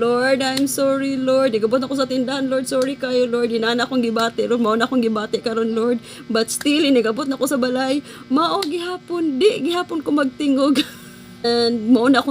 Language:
Cebuano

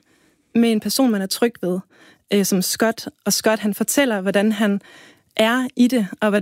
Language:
Danish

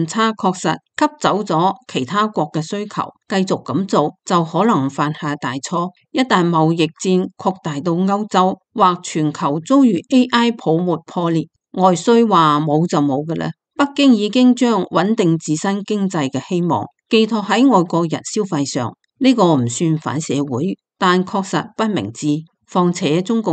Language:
Cantonese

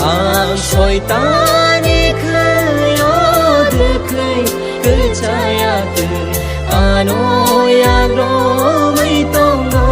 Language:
Kok Borok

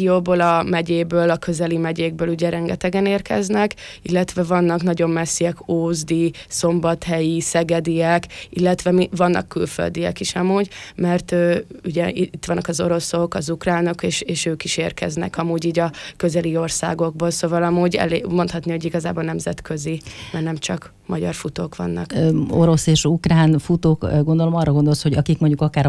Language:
Hungarian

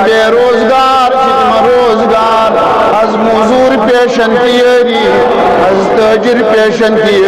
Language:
Kashmiri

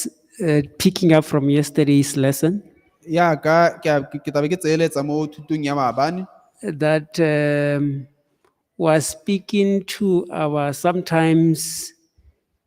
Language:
Tswana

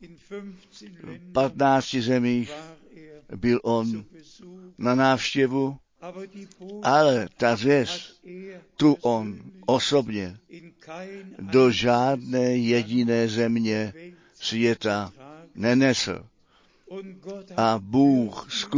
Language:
Czech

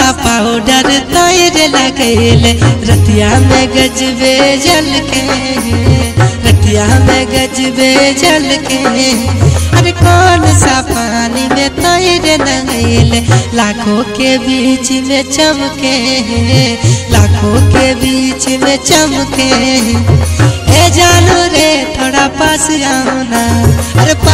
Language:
Bhojpuri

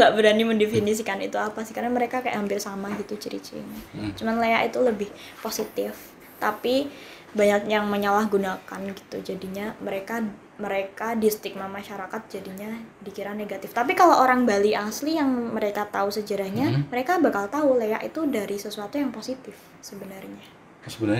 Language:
Indonesian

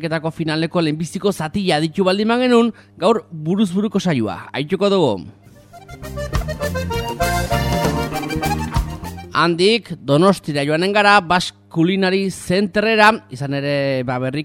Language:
Basque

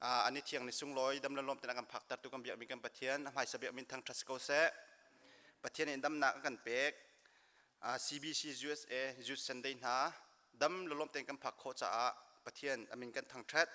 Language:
Hakha Chin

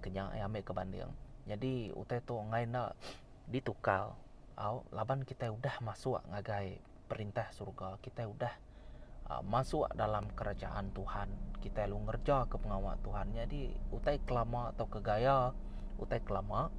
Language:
Iban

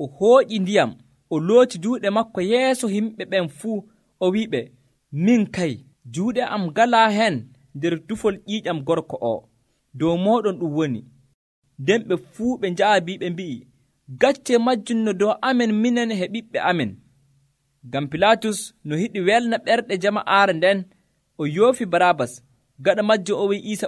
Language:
Nigerian Fulfulde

